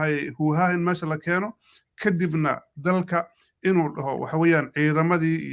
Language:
Somali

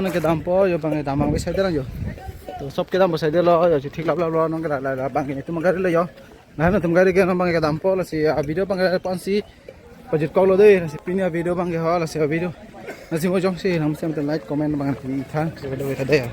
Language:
Karbi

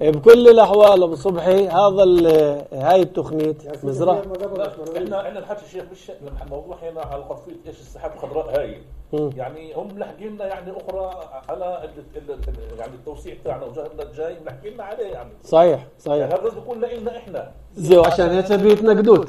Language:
North Levantine Arabic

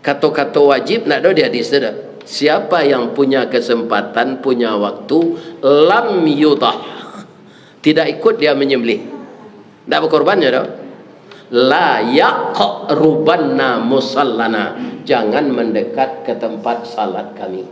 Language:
Minangkabau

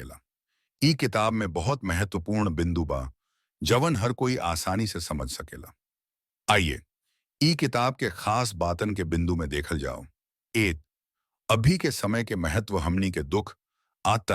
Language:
Bhojpuri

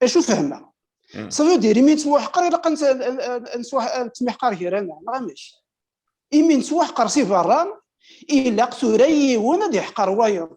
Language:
Kabyle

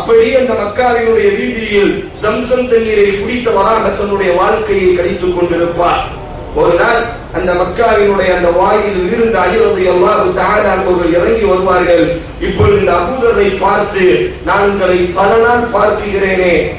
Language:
Tamil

